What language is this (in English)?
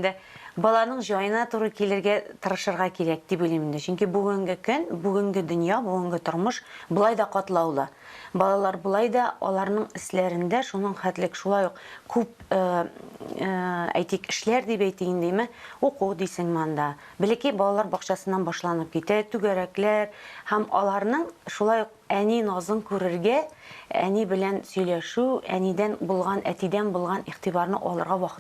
Tatar